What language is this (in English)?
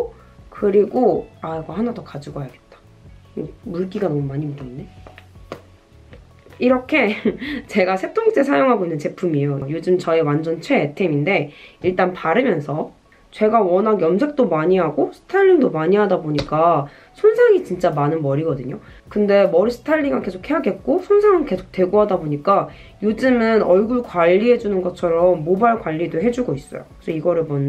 Korean